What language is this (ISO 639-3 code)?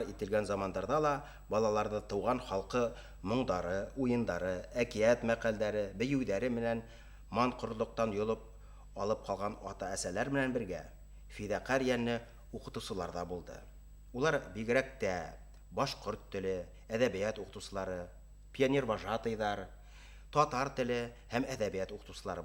bak